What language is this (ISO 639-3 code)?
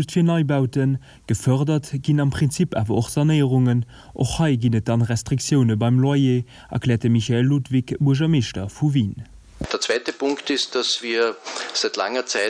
ltz